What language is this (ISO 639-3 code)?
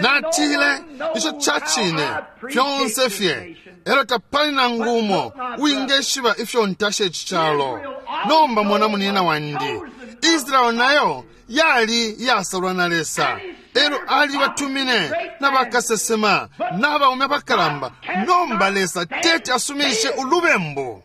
bem